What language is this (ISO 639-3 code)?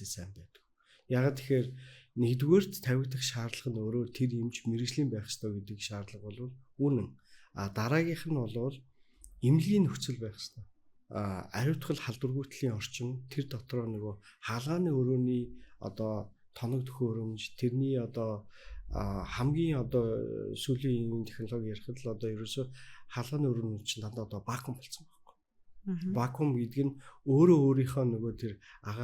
mon